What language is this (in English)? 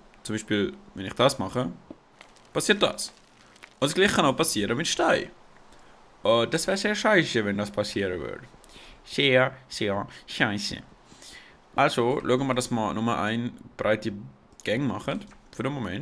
Swiss German